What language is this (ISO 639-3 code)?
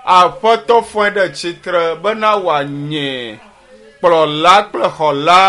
ewe